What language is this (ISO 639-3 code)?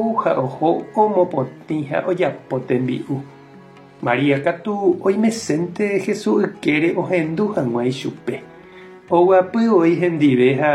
grn